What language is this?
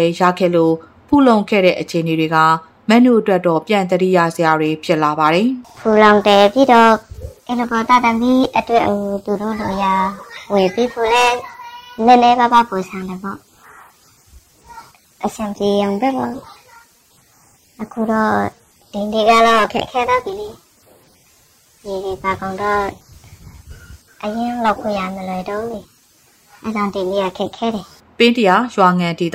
Burmese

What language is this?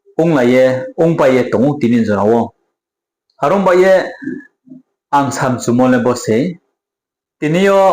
Riang (India)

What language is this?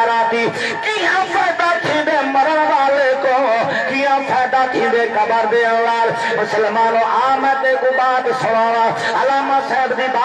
Saraiki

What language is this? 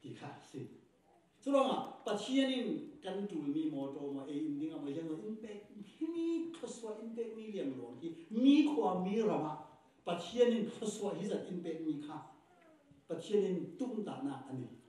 Falam Chin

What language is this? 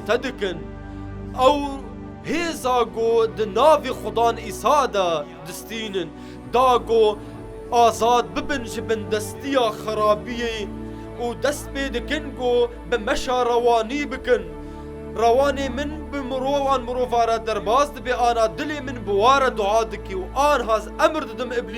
Kurdish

